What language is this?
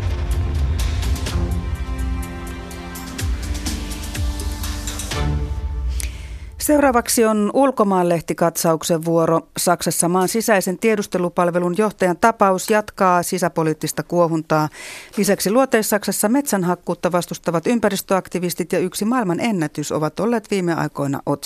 Finnish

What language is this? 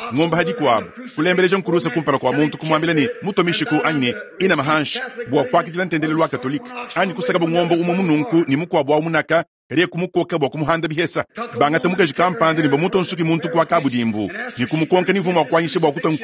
Luba-Lulua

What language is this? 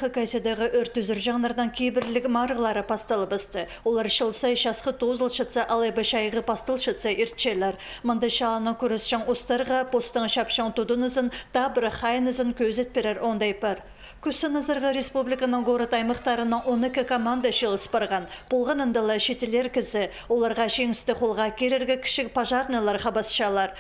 Khakas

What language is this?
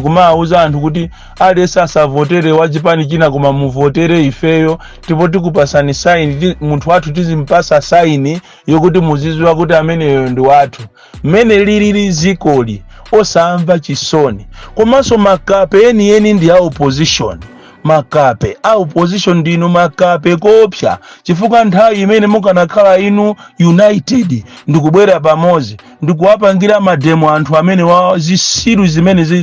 Nyanja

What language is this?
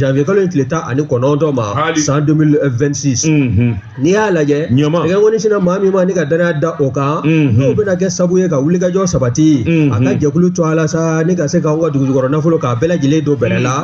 Bambara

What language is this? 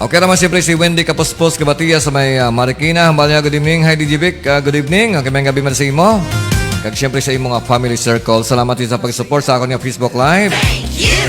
Hiligaynon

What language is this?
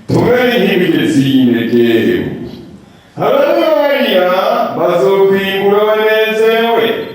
Rundi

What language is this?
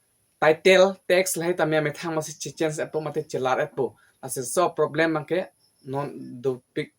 Karbi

